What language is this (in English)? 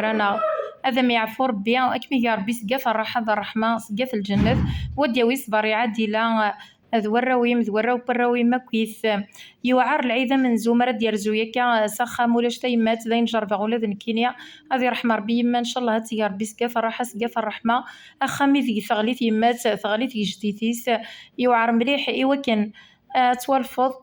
Kabyle